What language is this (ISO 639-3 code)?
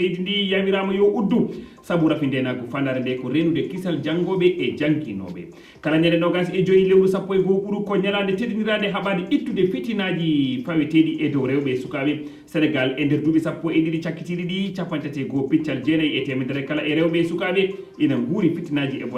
ful